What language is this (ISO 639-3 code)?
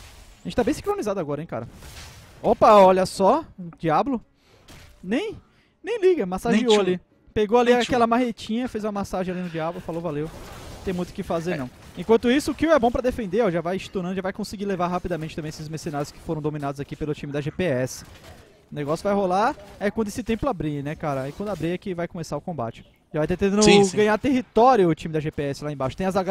por